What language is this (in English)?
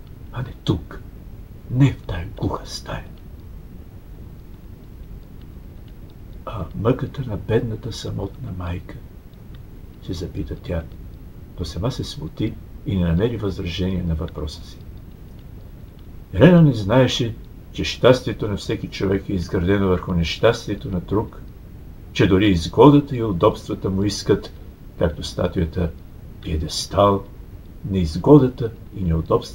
Bulgarian